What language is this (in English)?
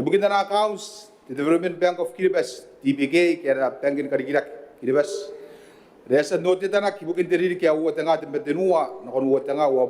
Gilbertese